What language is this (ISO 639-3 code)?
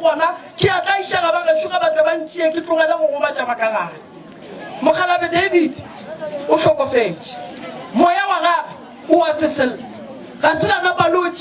nso